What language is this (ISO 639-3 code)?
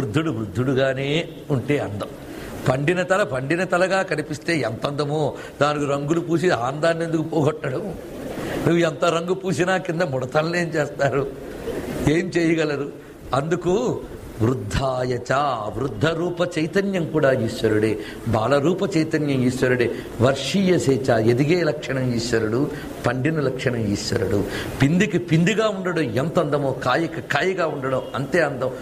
tel